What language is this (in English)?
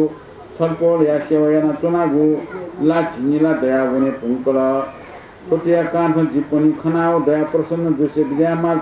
Newari